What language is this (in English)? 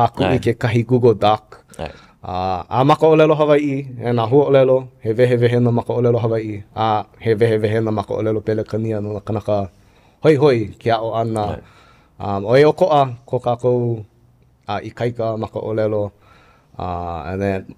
Hawaiian